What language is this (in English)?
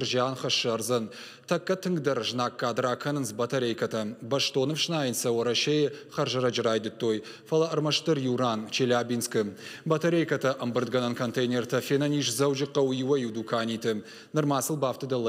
Ossetic